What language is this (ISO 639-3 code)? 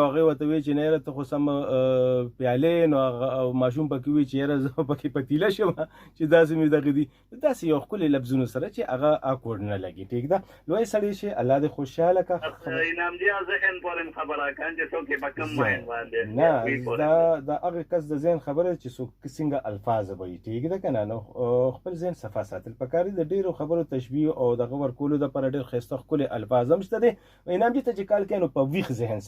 pus